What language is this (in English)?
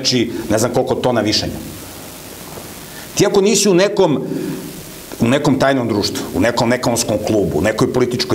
Serbian